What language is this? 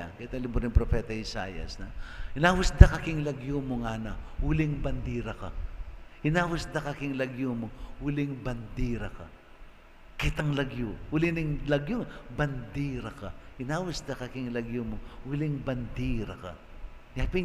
Pampanga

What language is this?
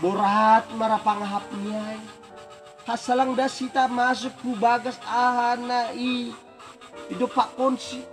Batak Simalungun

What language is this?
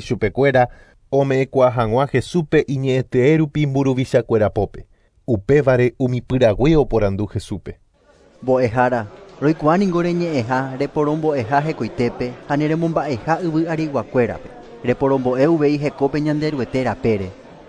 Guarani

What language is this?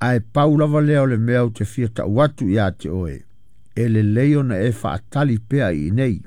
Samoan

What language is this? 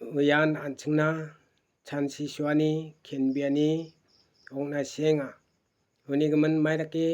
Garo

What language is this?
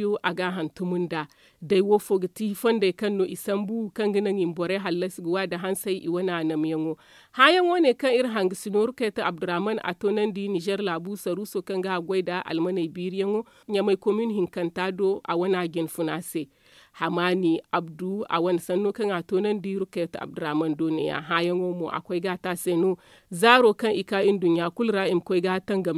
Zarma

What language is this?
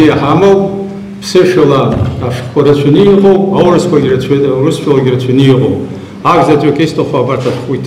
Abkhazian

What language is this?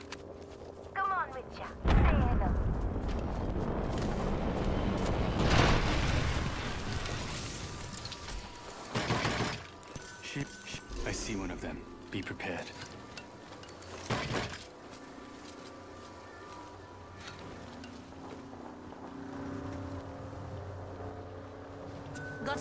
English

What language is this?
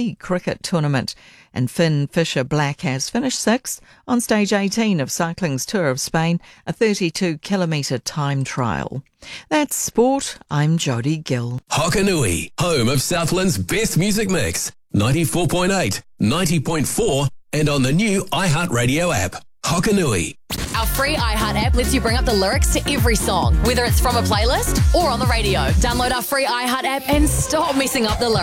English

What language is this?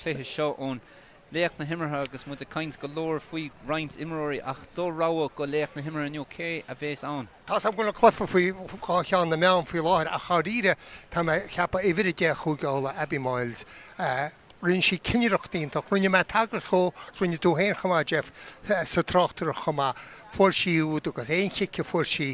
Irish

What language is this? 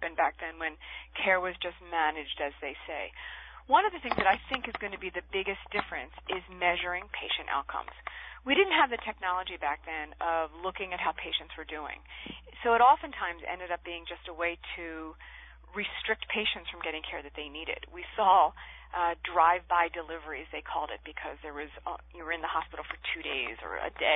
English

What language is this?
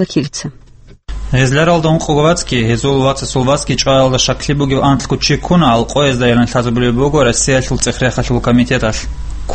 Avaric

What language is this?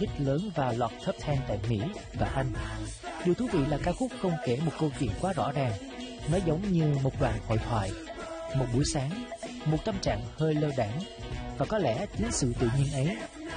Vietnamese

